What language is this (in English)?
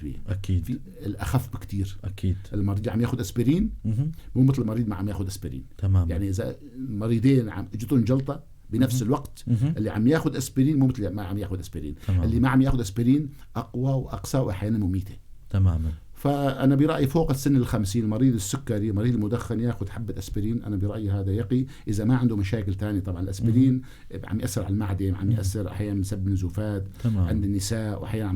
North Levantine Arabic